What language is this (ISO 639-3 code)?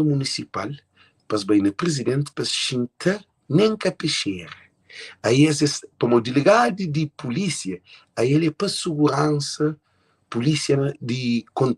kea